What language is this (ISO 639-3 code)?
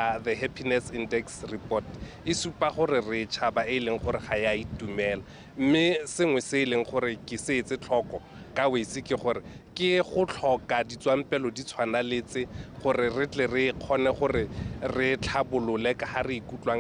tsn